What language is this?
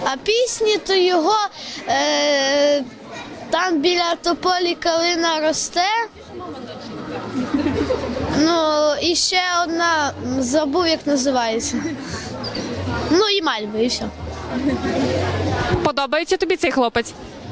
Ukrainian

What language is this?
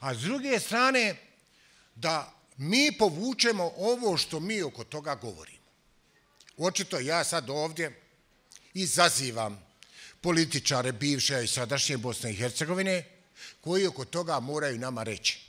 Bosnian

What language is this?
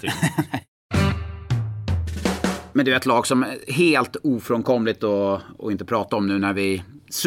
Swedish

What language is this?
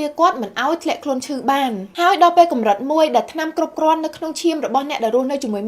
Khmer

